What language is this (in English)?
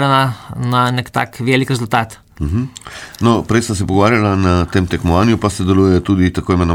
Slovenian